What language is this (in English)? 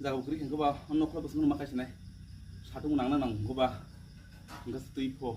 Kok Borok